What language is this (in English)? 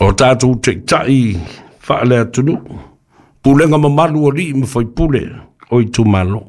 Samoan